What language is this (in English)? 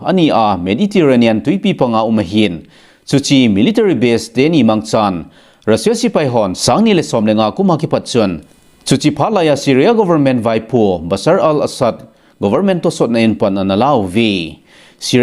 Thado Chin